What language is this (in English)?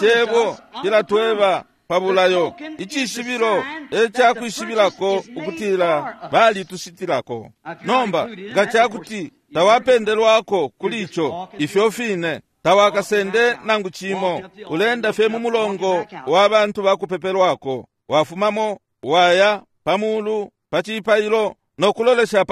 Bemba